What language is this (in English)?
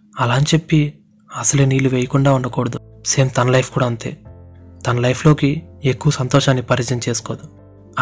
Telugu